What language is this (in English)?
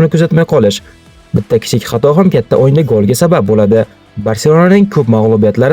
Uzbek